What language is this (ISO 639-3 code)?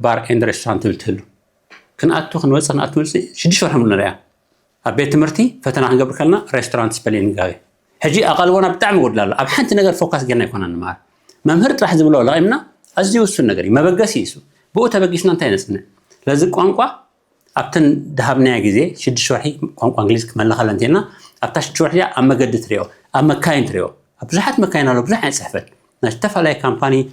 tir